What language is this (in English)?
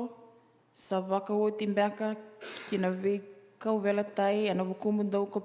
Fijian